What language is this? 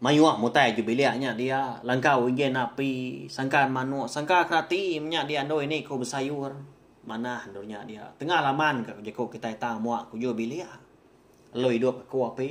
Iban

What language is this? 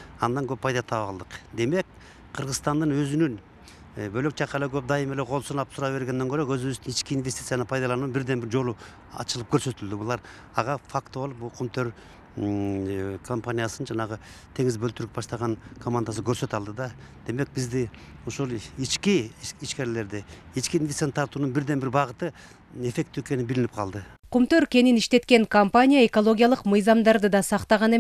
Kyrgyz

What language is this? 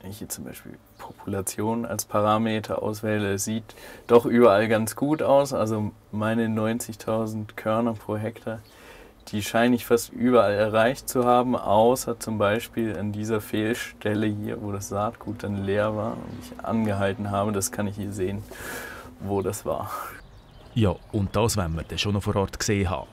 Swiss German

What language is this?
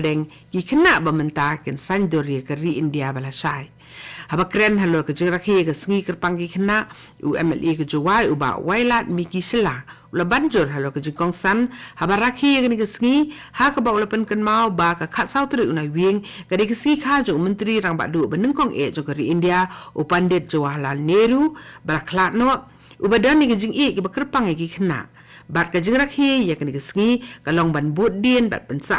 Khasi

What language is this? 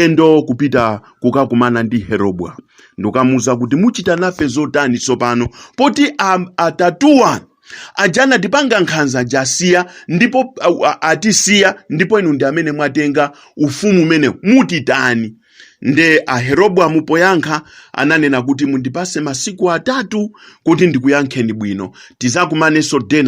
Nyanja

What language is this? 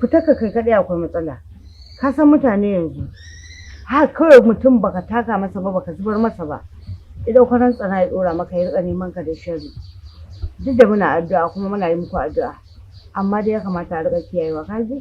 Hausa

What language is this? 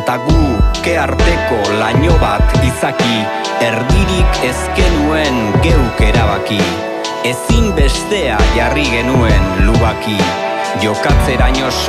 Basque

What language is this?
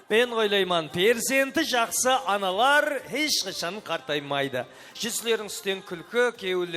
Kara-Kalpak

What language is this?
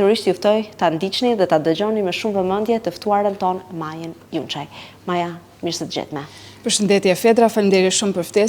Albanian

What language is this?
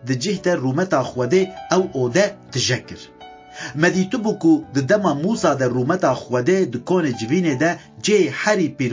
Kurdish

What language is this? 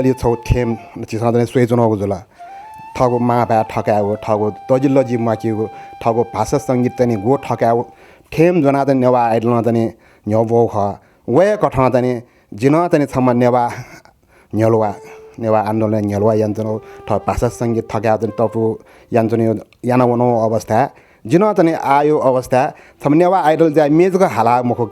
Newari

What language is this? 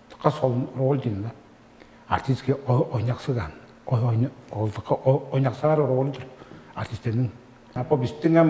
Tuvinian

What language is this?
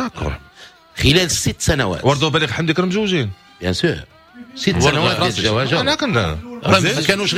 Moroccan Arabic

